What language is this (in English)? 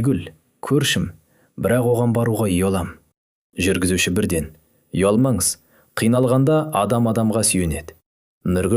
Kazakh